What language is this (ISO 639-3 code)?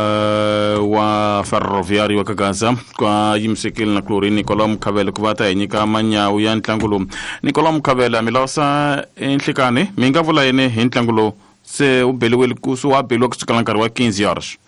tso